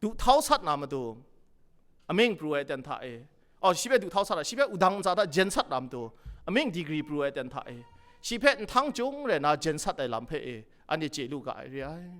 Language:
Kachin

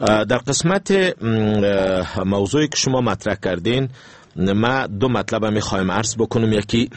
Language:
Persian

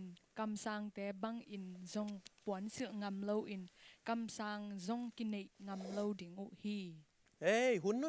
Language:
Tedim Chin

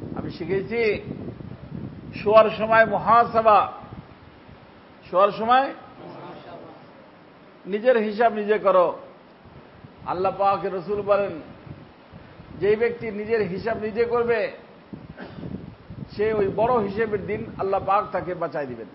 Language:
Bangla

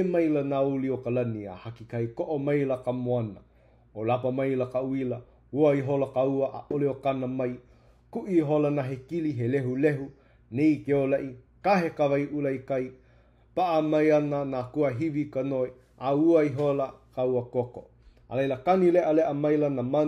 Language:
Hawaiian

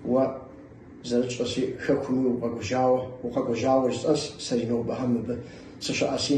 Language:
Kabardian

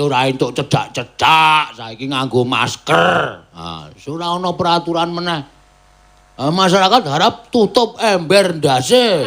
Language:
Javanese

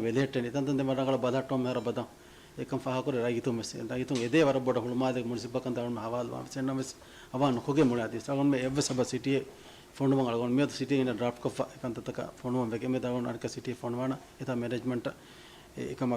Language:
Divehi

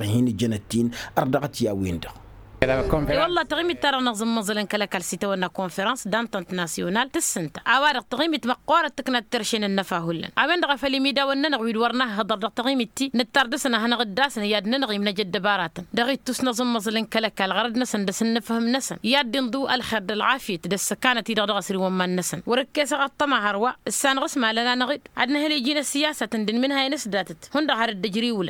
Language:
Tamasheq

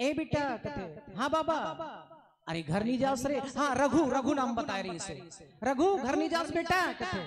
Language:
Chhattisgarhi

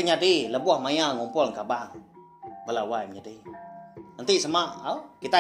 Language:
Iban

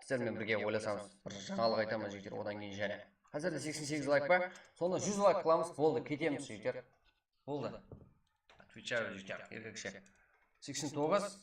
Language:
Kara-Kalpak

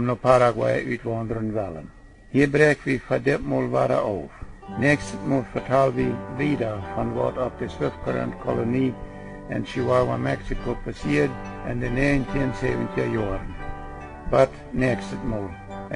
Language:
Plautdietsch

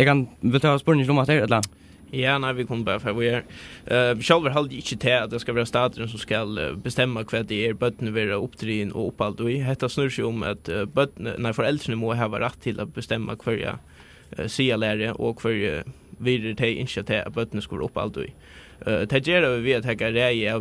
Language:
Faroese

